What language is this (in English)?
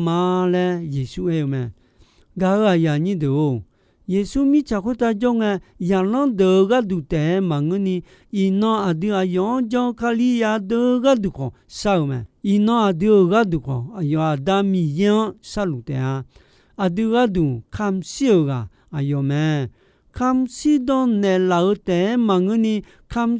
Akha